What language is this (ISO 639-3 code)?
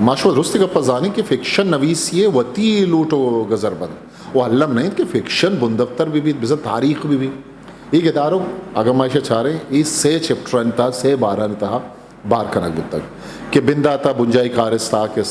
bgp